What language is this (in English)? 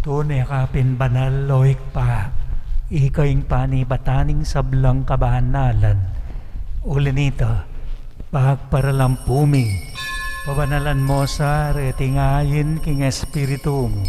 Pampanga